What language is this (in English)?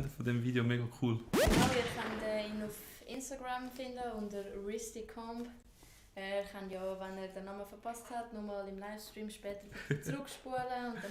Swiss German